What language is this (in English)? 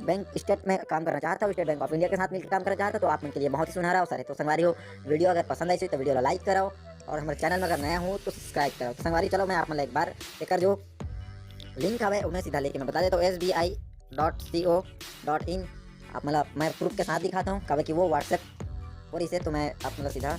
Chhattisgarhi